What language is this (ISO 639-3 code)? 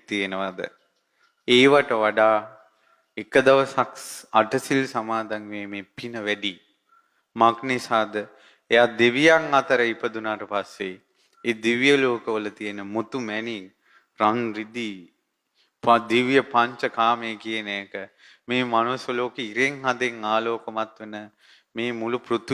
sin